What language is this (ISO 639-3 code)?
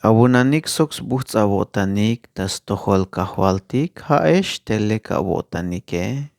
tzh